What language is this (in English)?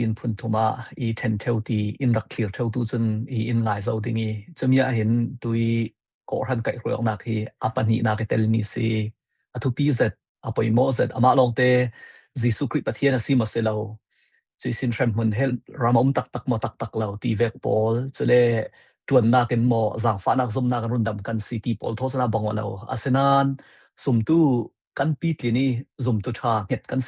Falam Chin